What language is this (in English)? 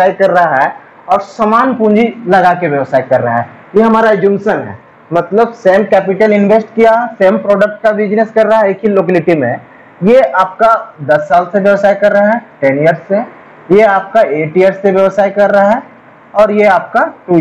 Hindi